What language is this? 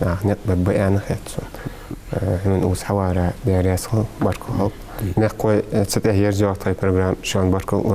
Ingush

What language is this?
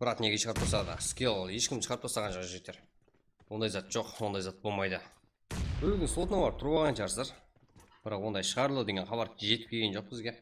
Kara-Kalpak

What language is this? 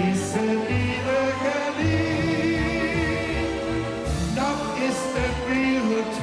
Limburgish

